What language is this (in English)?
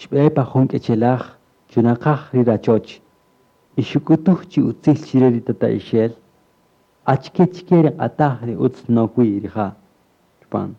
Kaqchikel